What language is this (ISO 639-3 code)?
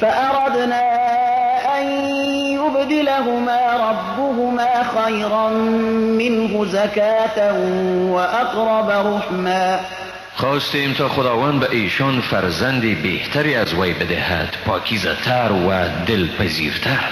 fas